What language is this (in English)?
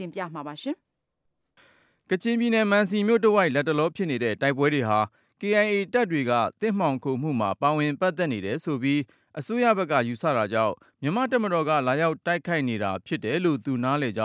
Burmese